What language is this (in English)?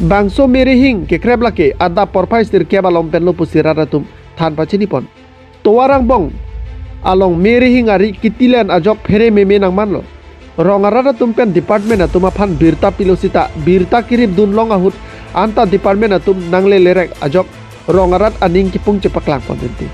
Karbi